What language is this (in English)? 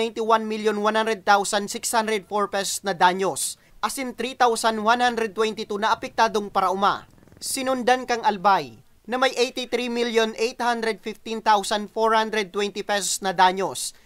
Bikol